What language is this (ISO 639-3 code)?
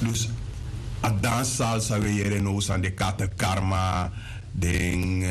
srn